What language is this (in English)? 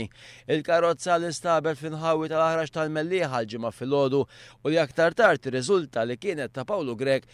Maltese